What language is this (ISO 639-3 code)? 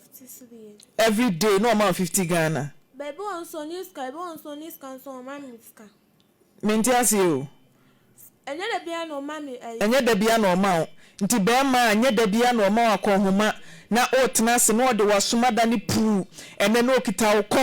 aka